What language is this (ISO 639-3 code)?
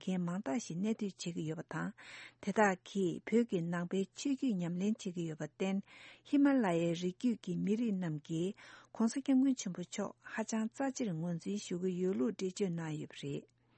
bod